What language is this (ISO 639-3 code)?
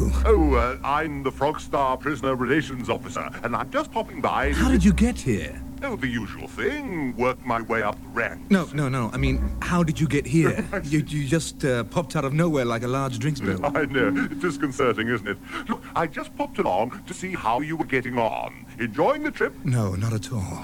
eng